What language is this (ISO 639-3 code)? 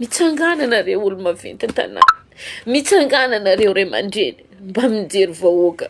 mlg